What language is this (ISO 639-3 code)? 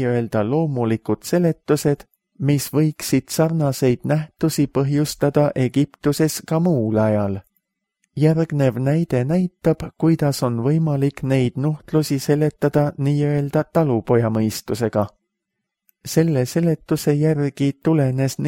est